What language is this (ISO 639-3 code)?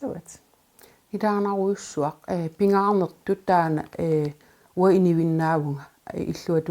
kal